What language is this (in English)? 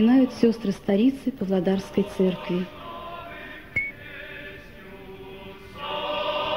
Russian